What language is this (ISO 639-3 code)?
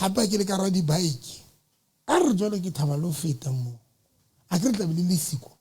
sot